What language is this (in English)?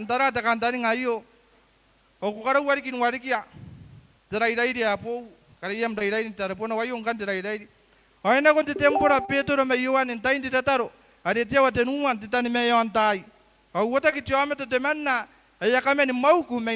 Gilbertese